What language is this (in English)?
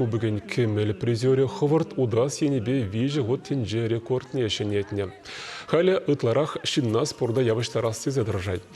Chuvash